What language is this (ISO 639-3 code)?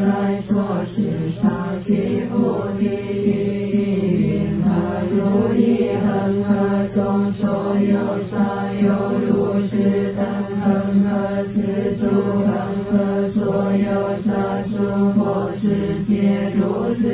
zho